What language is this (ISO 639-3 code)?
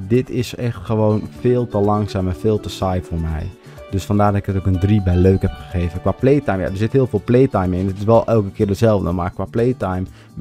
nld